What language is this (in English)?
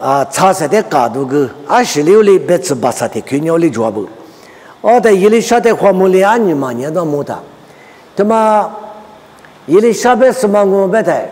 Lisu